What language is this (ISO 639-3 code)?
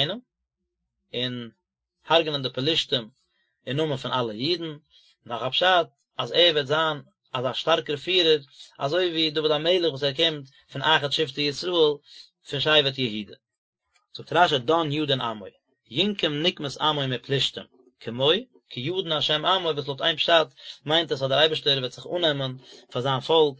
yid